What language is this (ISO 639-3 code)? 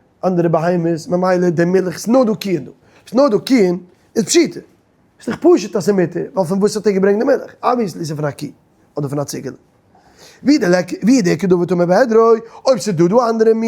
yid